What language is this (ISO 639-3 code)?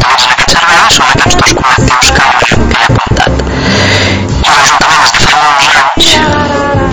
cat